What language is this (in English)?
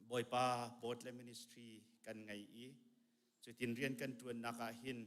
Hakha Chin